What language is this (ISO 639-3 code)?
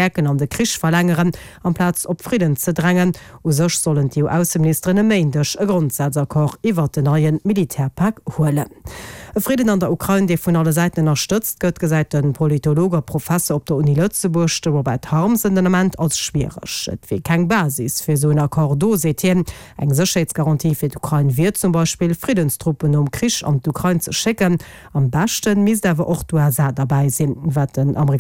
ltz